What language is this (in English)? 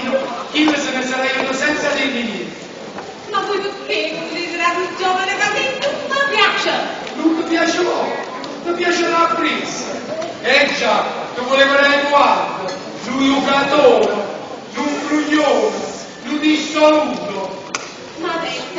Neapolitan